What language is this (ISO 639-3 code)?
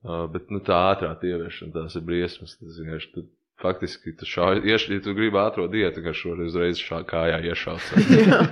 lav